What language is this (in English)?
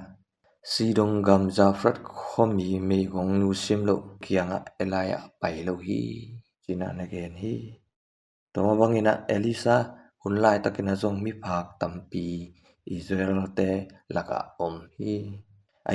Tedim Chin